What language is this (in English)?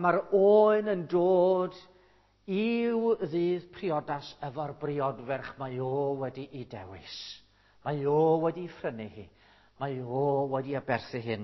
Welsh